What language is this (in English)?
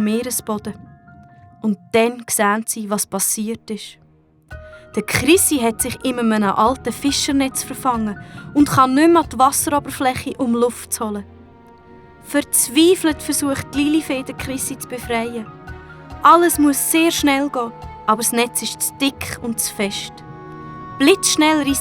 Swiss German